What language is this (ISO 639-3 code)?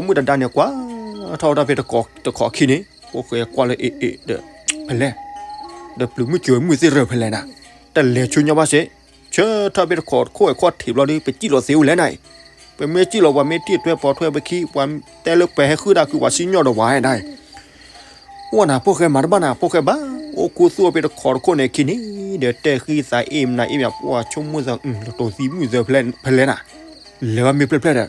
ksw